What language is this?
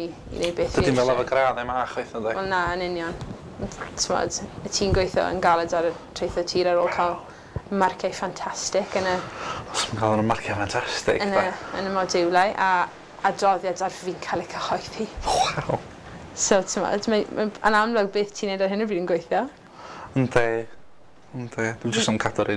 Welsh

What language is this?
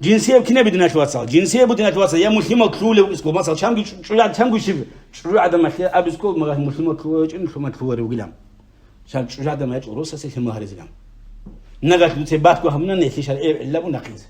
Avaric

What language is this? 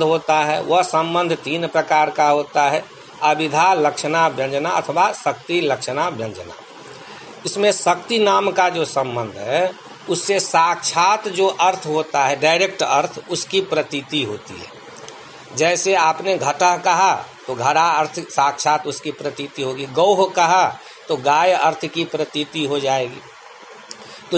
Hindi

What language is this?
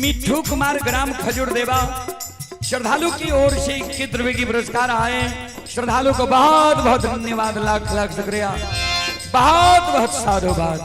Maithili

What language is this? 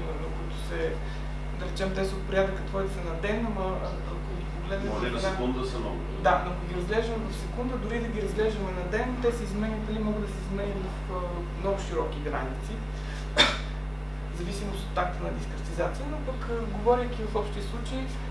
Bulgarian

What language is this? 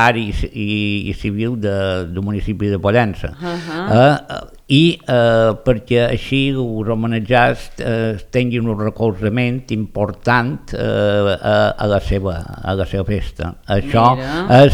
Catalan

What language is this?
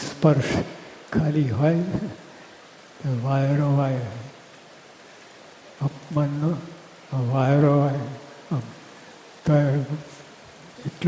Gujarati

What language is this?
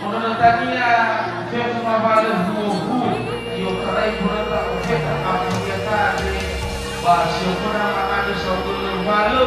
Nias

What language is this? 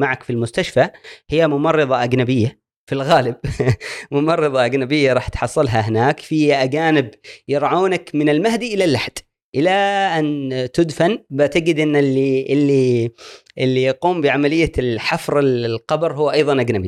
Gulf Arabic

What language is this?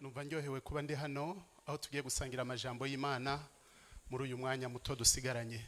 Rundi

